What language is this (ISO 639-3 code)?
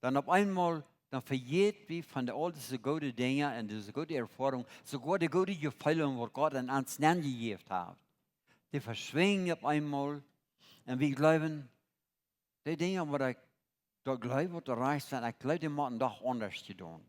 pdt